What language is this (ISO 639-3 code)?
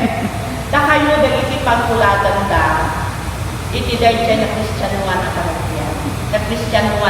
ilo